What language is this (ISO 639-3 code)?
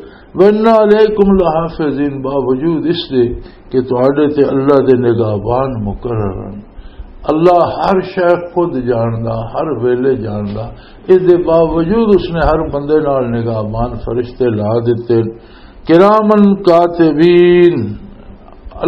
lah